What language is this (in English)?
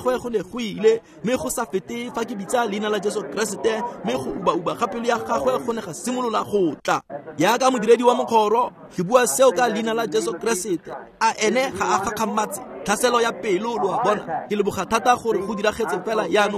Tswana